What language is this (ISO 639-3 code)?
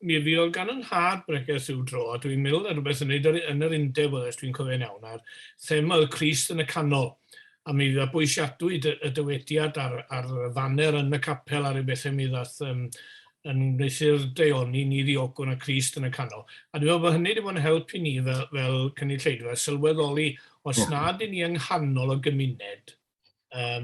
cym